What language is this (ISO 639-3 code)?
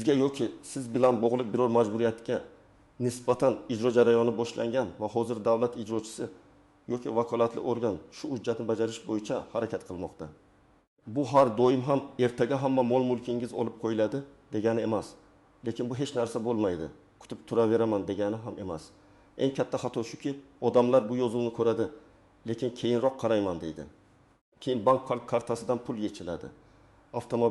uzb